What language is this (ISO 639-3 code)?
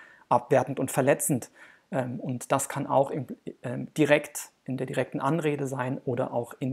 deu